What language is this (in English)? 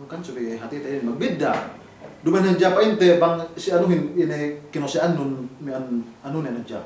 Yakan